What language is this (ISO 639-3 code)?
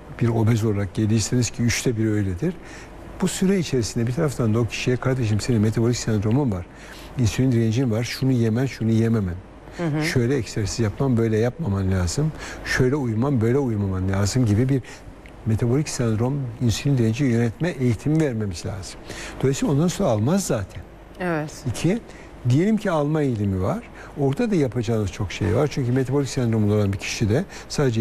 tur